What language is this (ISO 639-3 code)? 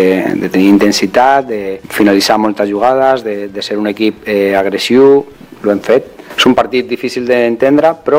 cat